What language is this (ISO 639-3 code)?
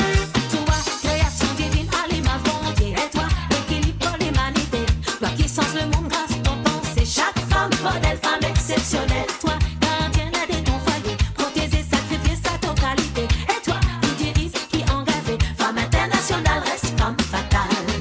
mfe